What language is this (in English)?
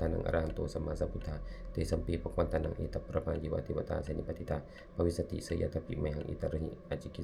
Pali